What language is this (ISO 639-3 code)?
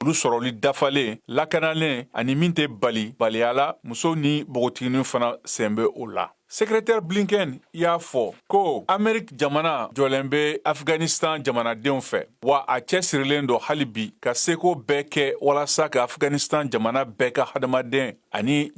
bam